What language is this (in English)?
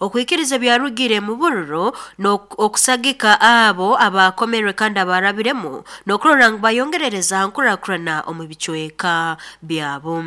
Nyankole